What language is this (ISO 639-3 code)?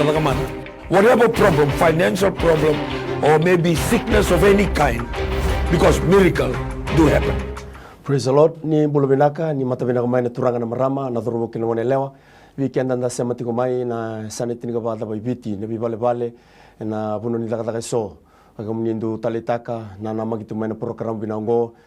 fij